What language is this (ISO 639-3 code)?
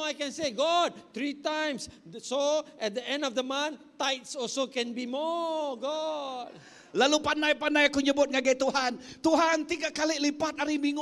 iba